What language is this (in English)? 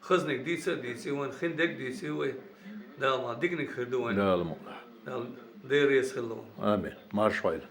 Chechen